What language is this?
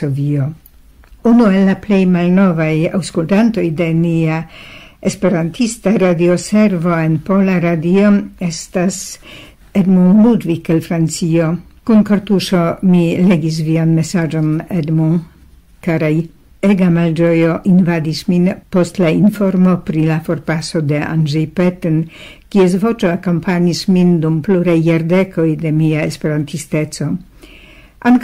Esperanto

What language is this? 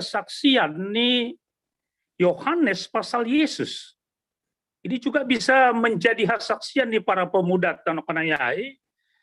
Batak Simalungun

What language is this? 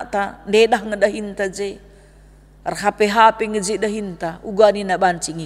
Batak Karo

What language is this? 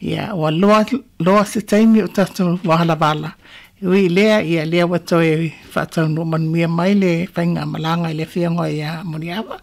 Samoan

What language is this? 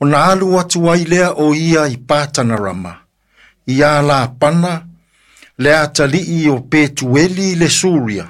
Samoan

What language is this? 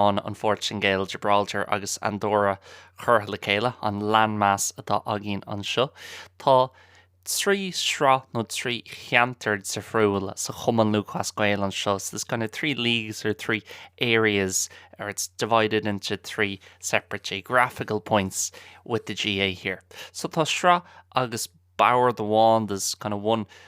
Irish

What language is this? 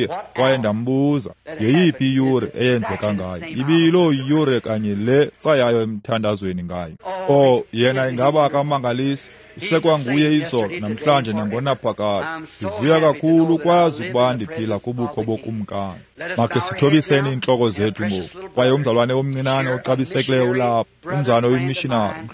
Xhosa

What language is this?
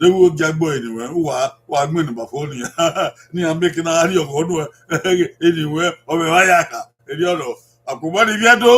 Bini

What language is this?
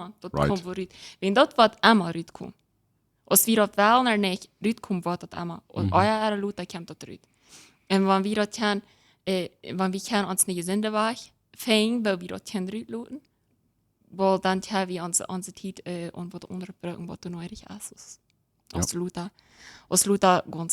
Plautdietsch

